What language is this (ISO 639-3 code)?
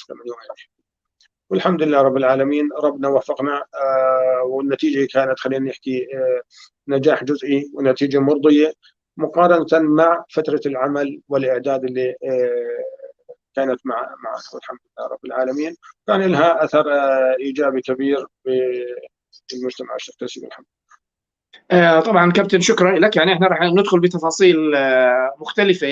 apc